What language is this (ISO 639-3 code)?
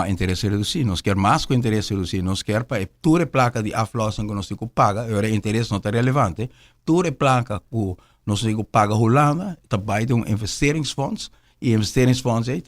pap